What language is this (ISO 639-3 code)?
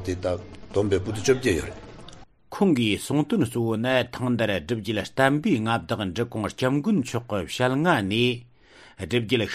bod